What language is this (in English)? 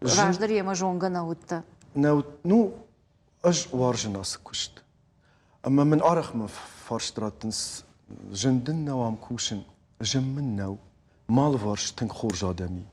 Ossetic